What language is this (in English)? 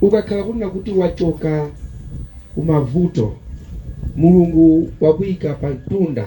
Nyanja